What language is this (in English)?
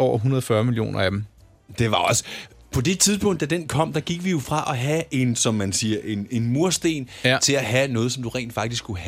Danish